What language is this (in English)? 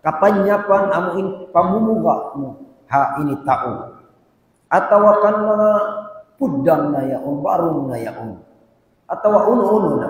Tausug